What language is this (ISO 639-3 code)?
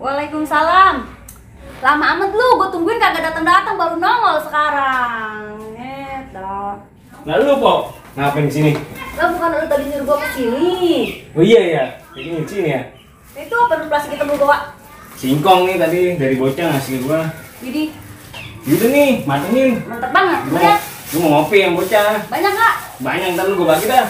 bew